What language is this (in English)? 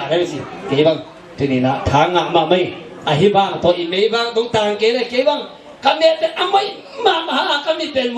Tedim Chin